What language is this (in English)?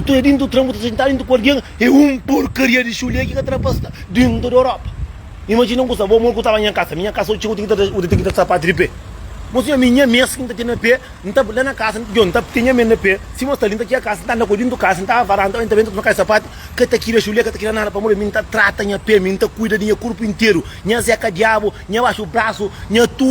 Kabuverdianu